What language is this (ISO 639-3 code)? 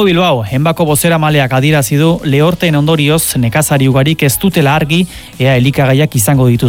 eus